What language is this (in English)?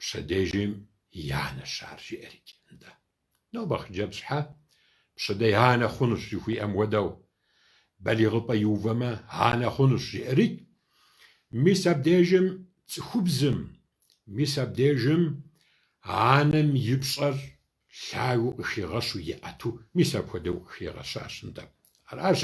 Kabardian